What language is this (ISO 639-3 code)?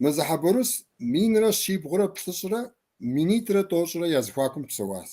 kbd